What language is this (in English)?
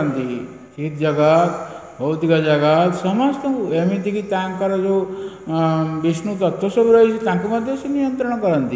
Odia